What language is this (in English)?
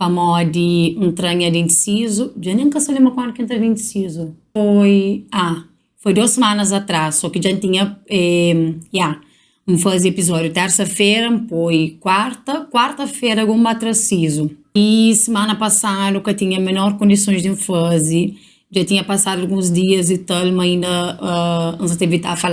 Kabuverdianu